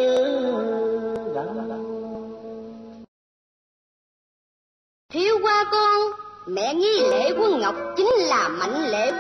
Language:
Vietnamese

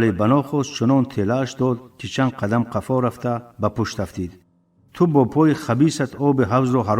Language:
Tajik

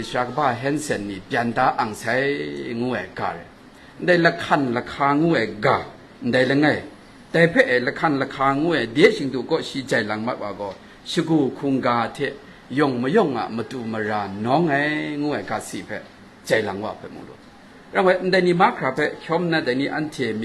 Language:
Kachin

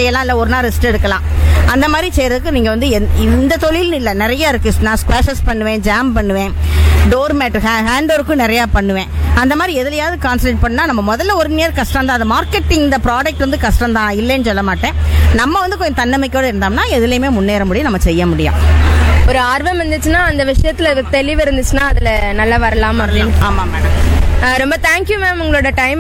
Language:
Tamil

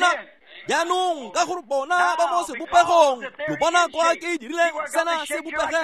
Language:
Tswana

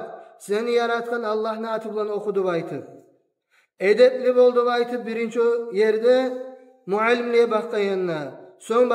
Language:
Kumyk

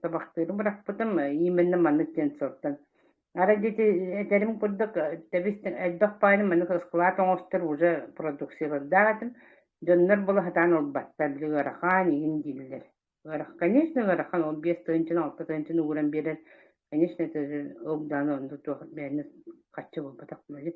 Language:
Yakut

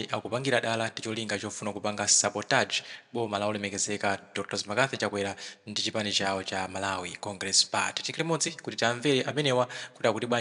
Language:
Nyanja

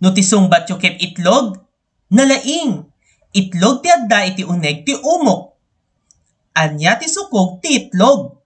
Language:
Iloko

